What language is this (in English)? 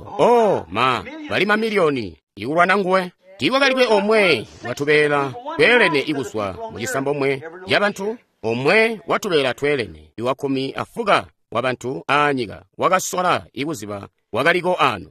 Tonga (Zambia)